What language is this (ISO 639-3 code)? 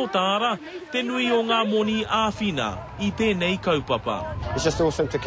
mri